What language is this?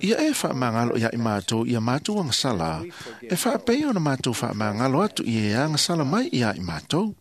Samoan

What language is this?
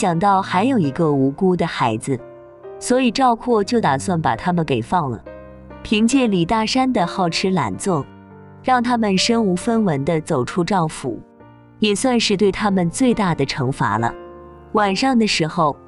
Chinese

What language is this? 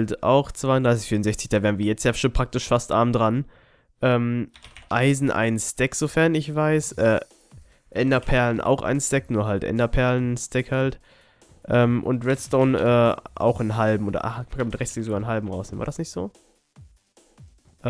German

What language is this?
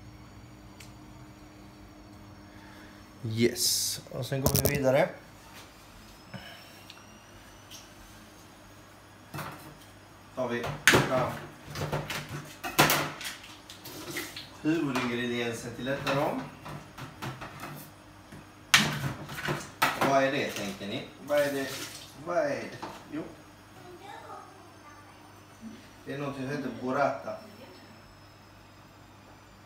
Swedish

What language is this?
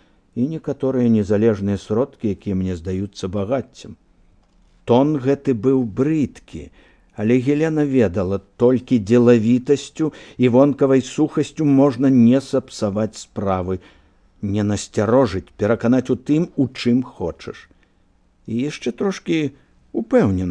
Belarusian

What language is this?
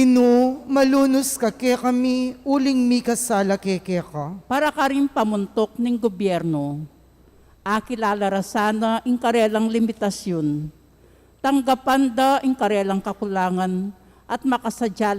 Pampanga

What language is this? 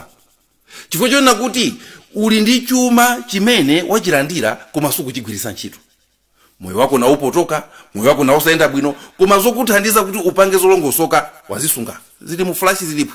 Nyanja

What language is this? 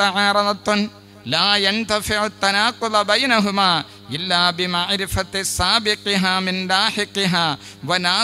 Malayalam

